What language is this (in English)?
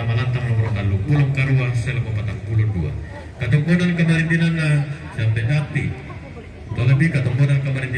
Toraja-Sa'dan